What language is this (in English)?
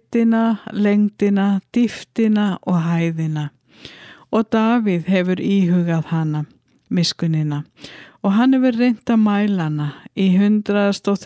Icelandic